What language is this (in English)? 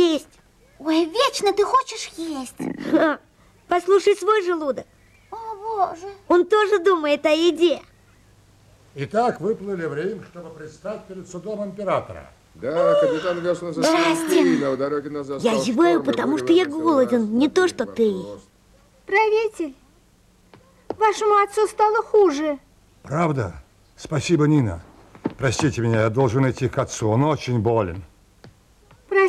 Russian